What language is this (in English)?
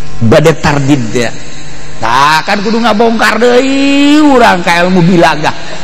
Sundanese